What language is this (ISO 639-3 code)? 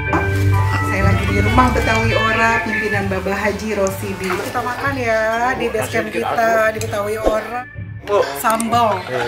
bew